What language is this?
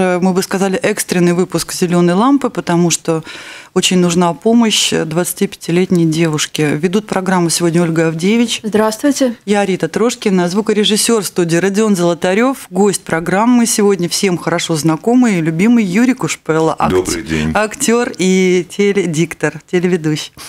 Russian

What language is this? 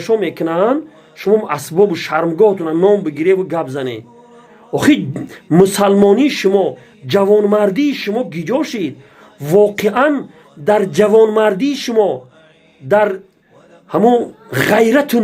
Tajik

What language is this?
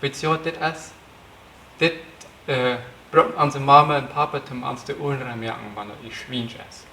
Plautdietsch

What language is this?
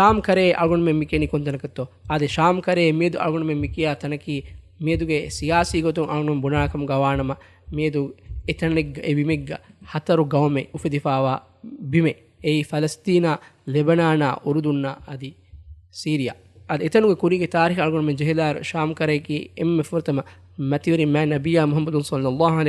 Divehi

